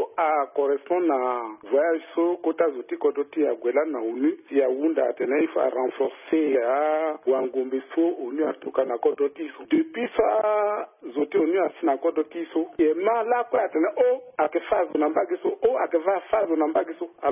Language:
Sango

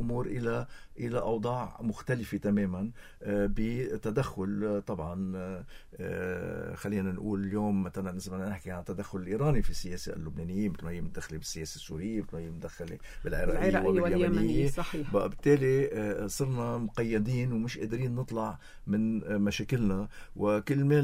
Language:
North Levantine Arabic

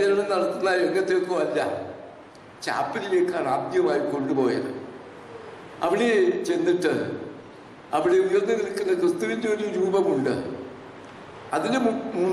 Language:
Malayalam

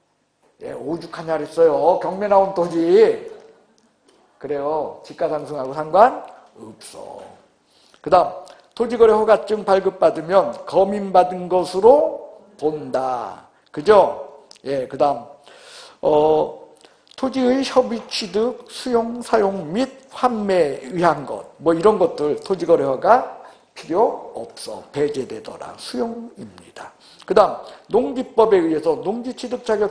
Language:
Korean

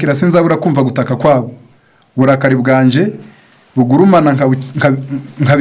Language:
Kinyarwanda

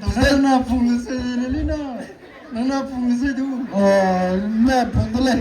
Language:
Maram Naga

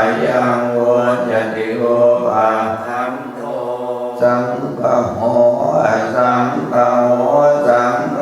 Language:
Pali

